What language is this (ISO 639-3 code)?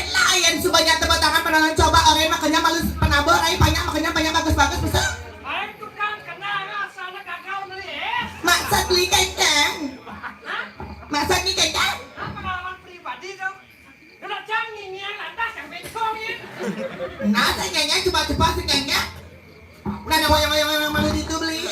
ban